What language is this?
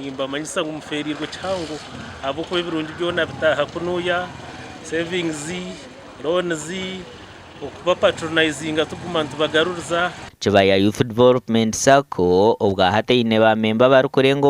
Nyankole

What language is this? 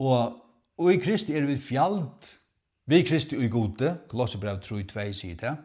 Faroese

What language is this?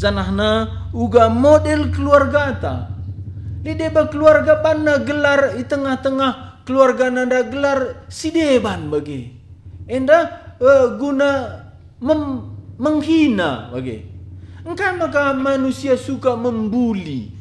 Batak Karo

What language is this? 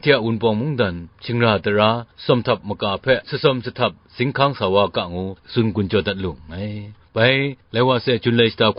Kachin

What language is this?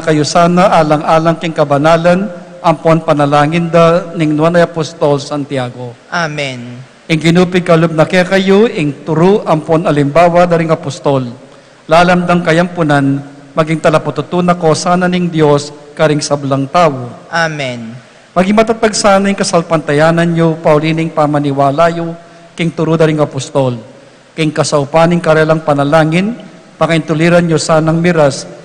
Pampanga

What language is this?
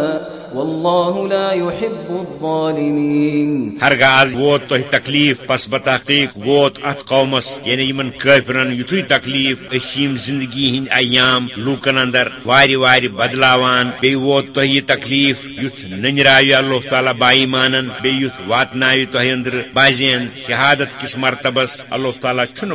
Kashmiri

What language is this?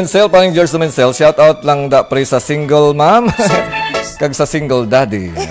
Hiligaynon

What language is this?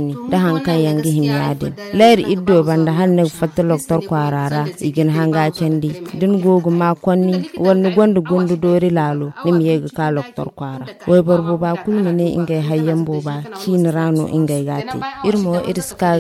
Zarma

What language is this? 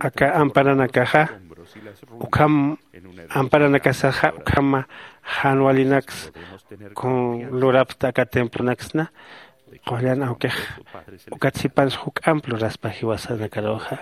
Aymara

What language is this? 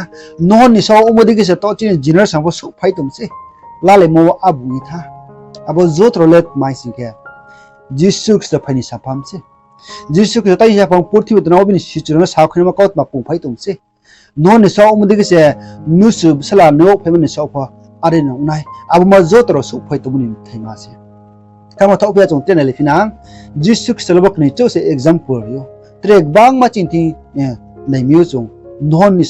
Riang (India)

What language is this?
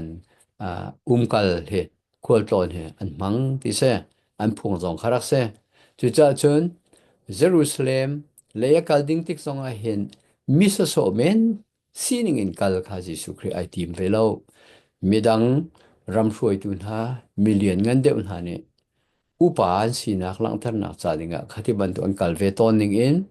Hakha Chin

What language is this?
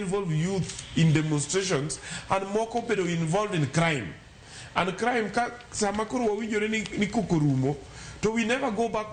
Luo (Kenya and Tanzania)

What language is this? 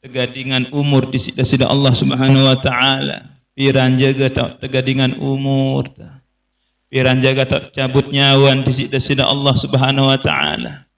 Sasak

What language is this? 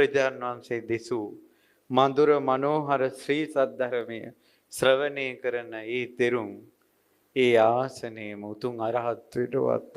Sinhala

